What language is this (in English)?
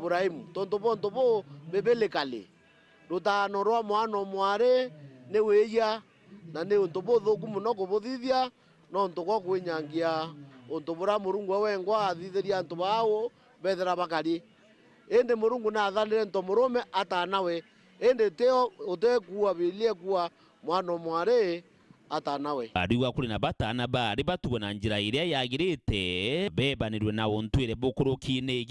Meru